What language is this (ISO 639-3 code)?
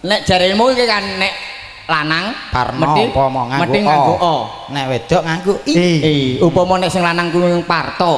jav